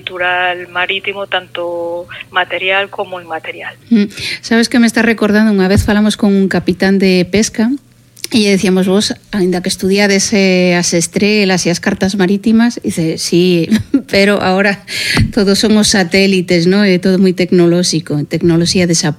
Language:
Galician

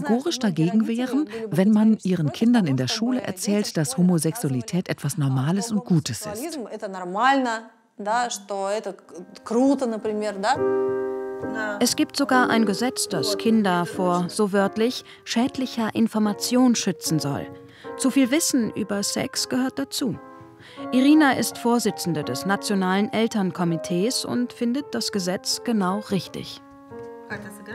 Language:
German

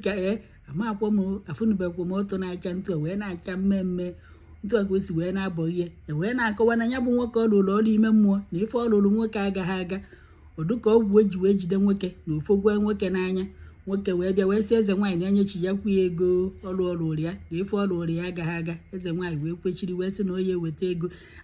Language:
Igbo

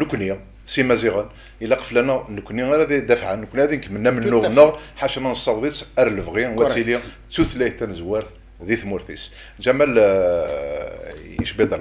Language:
Kabyle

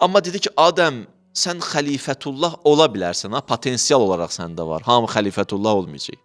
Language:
Azerbaijani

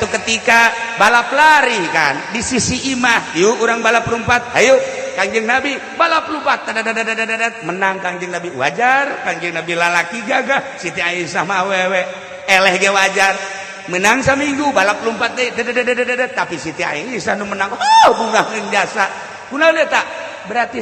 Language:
Sundanese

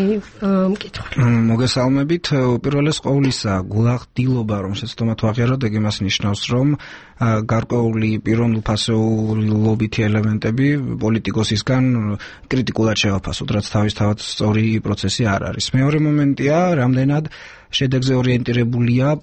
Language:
Georgian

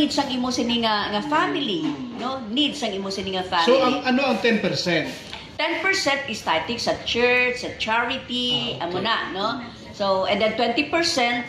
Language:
Hiligaynon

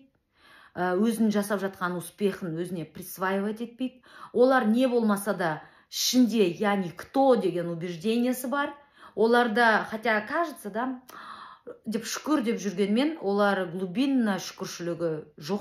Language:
Kazakh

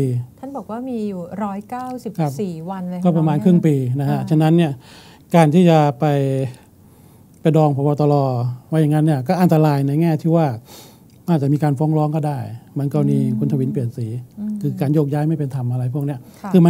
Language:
Thai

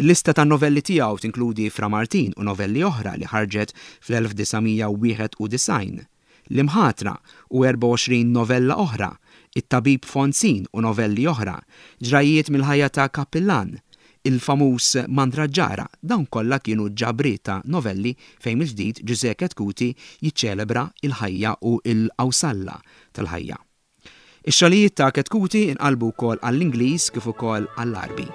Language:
Maltese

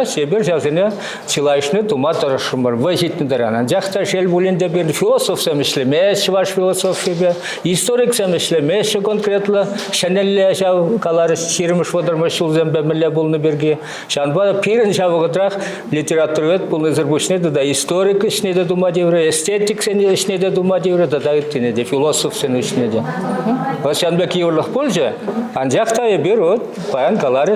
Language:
Chuvash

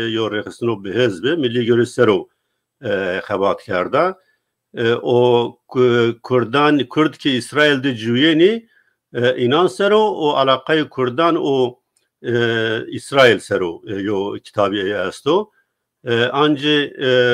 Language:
Zaza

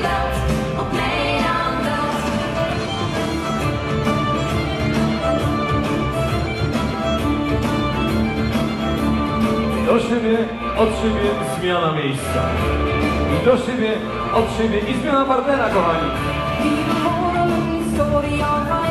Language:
Polish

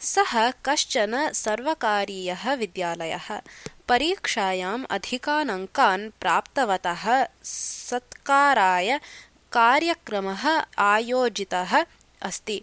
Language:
Sanskrit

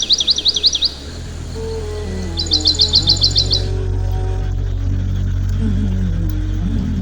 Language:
Tajik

